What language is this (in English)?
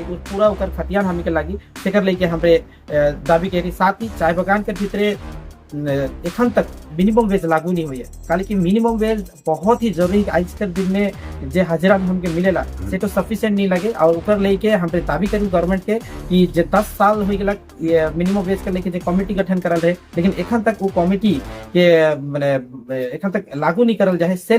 Sadri